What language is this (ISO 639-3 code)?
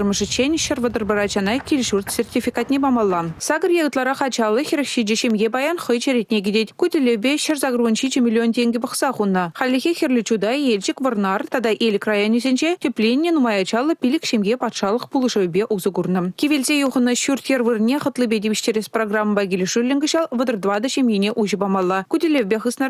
chv